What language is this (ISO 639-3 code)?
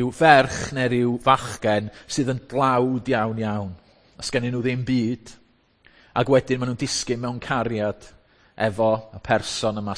cym